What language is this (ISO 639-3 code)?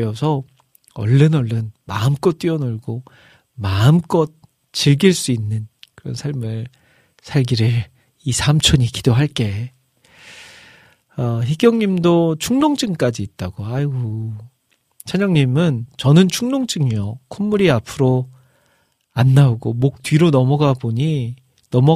kor